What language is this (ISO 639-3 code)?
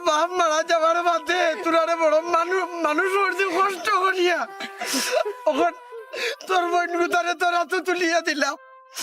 syl